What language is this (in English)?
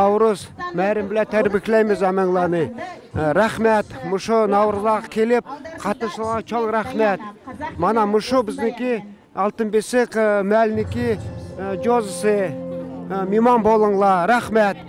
Uyghur